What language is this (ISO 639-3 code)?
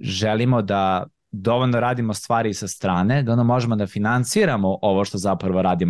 srp